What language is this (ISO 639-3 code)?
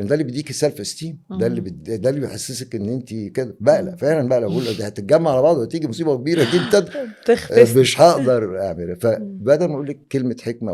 arz